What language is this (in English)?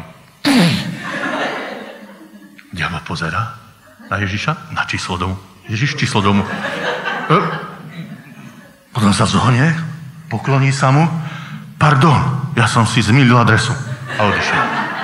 Slovak